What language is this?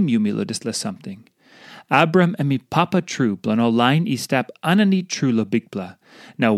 Tok Pisin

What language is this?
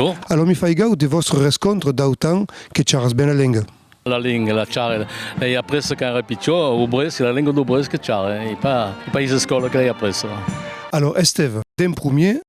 Occitan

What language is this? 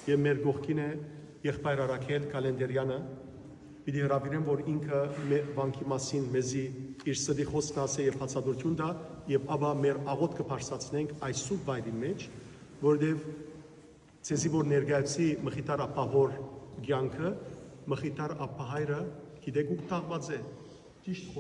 Western Armenian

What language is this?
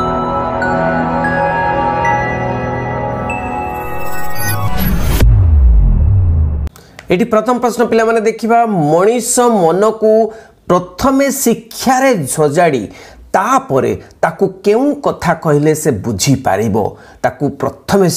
Odia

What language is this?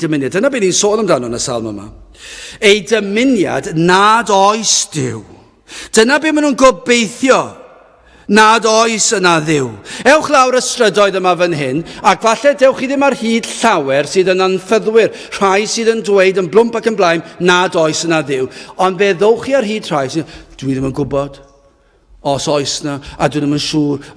Welsh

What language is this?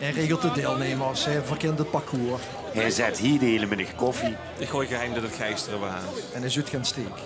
Limburgish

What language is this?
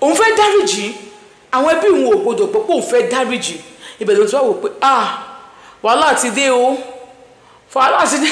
Yoruba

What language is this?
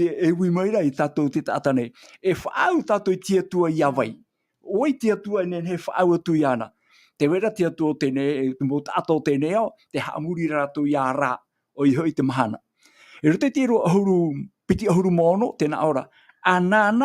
Tahitian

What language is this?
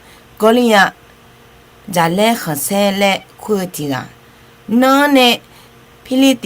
Akha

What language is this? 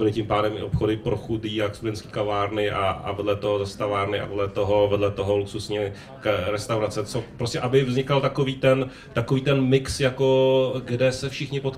Czech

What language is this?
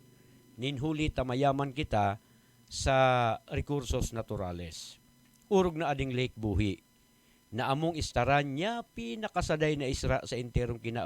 Buhi'non Bikol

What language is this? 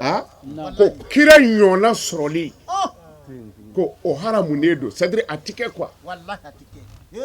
Bambara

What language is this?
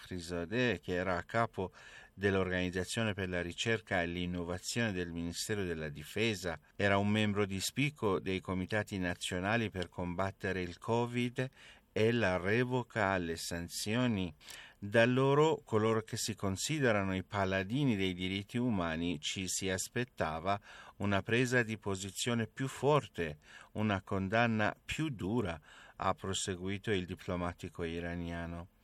Italian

